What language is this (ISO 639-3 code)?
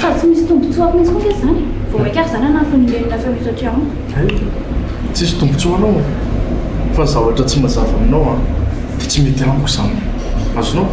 mlg